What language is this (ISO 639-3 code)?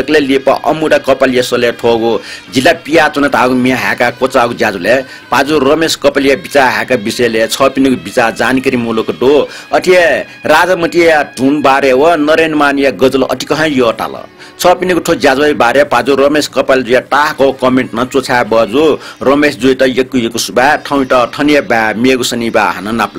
new